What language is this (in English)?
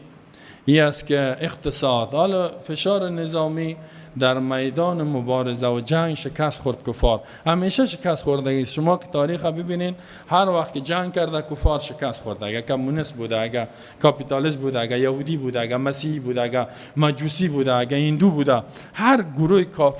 Persian